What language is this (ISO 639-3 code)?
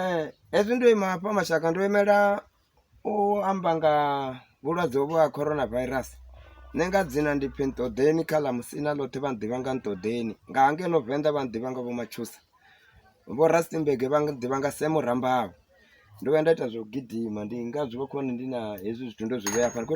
ven